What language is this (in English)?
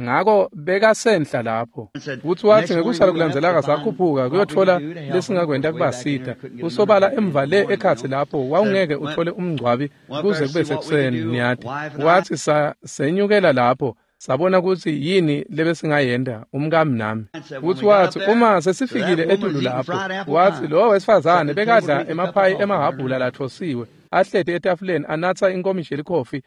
Swati